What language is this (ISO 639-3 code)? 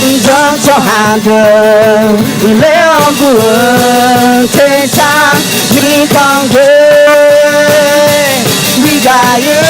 ahk